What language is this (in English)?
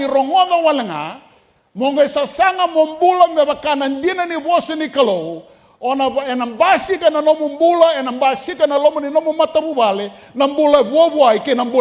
Fijian